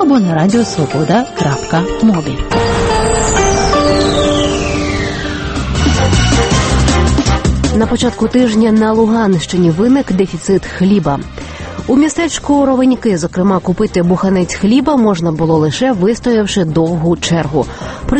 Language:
Ukrainian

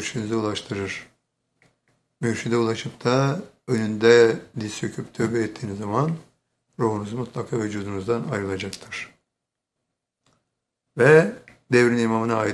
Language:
Turkish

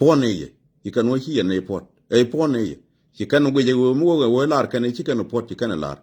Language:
Nuer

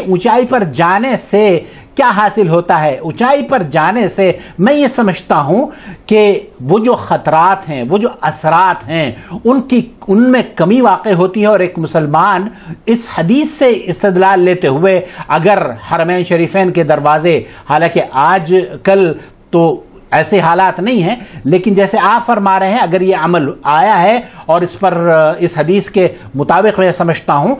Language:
Urdu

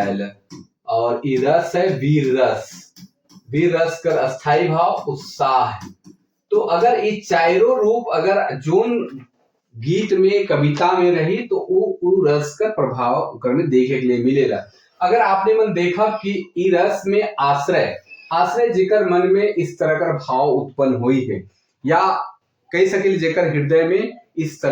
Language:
Sadri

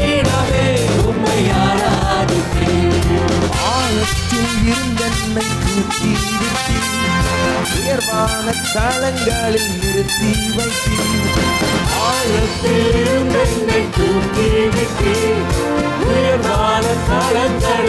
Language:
Tamil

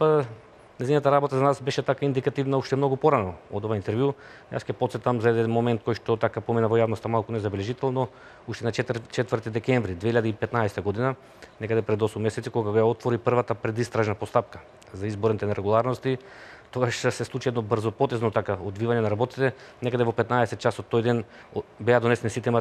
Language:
Macedonian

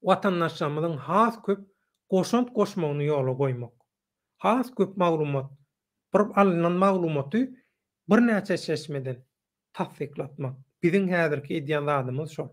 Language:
Turkmen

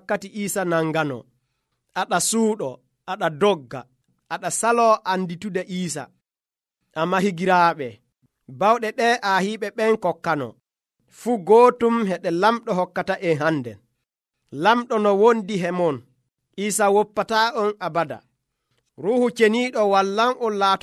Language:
Nigerian Fulfulde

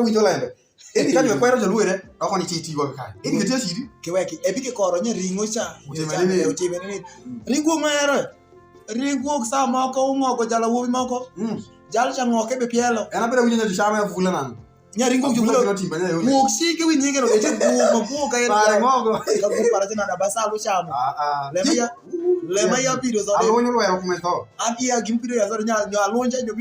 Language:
Alur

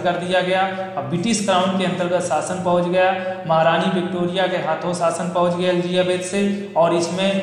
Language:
Hindi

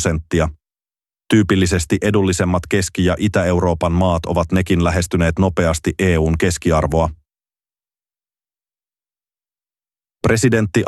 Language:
Finnish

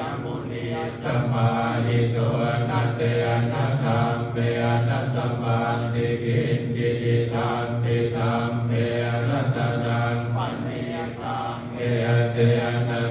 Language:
Pali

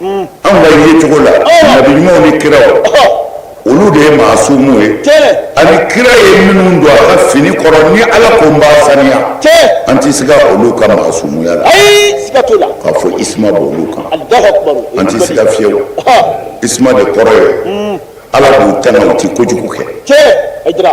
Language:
Bambara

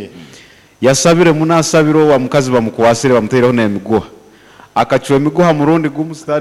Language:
Nyoro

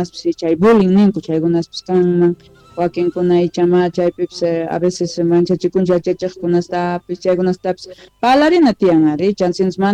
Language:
Quechua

